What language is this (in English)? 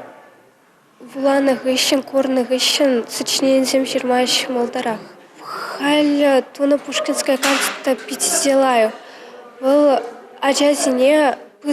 Chuvash